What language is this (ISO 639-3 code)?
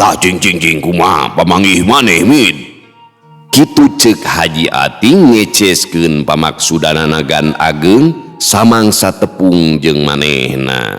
sun